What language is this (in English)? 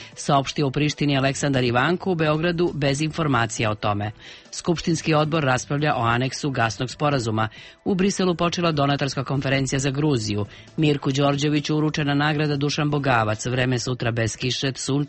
Serbian